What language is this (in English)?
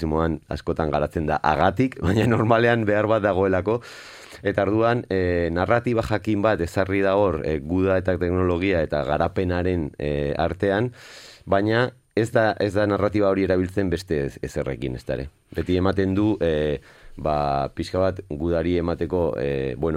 Basque